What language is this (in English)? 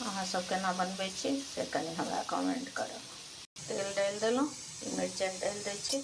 Maithili